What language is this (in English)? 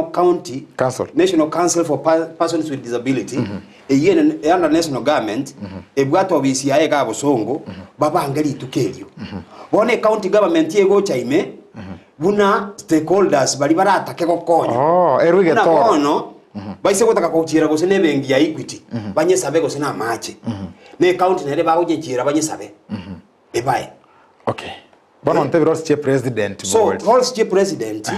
Gusii